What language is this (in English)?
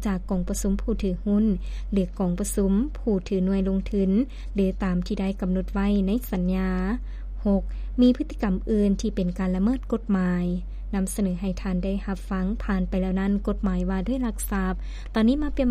Lao